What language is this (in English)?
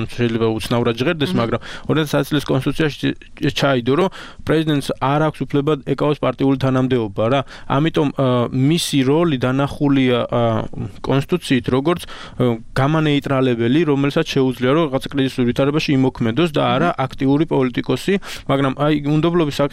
Georgian